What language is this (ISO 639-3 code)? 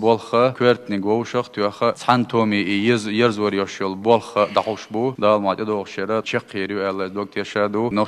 che